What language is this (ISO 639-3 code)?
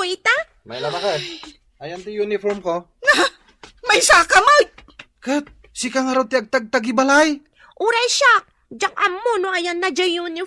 ilo